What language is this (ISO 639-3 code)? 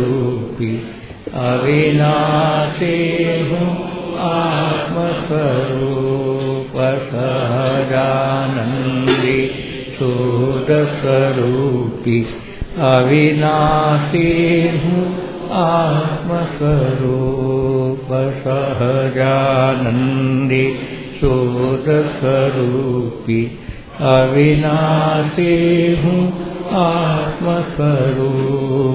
guj